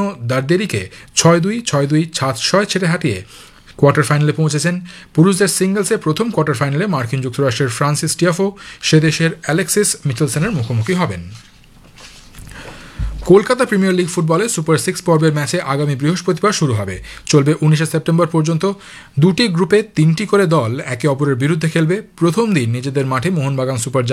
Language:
Bangla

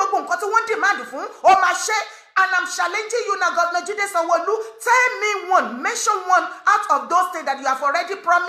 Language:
Yoruba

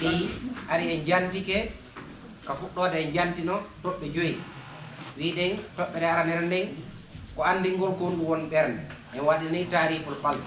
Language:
Fula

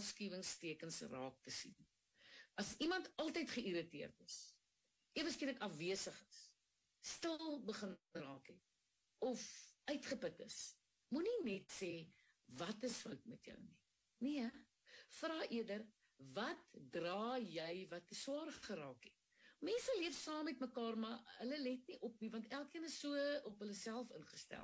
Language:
Afrikaans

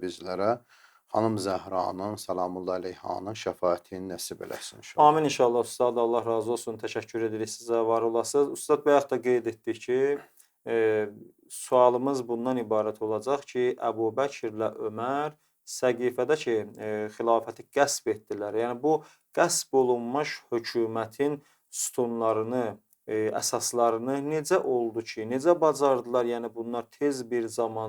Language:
Azerbaijani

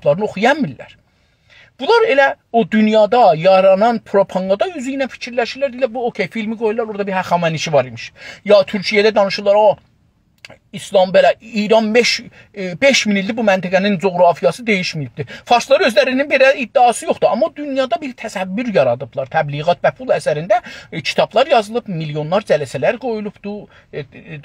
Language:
South Azerbaijani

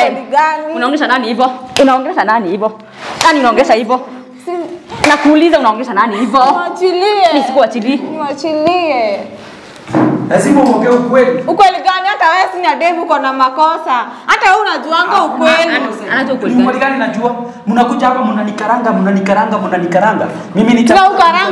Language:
Swahili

